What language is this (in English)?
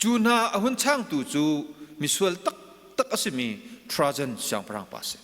Hakha Chin